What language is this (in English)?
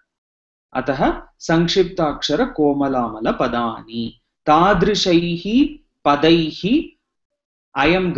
Sanskrit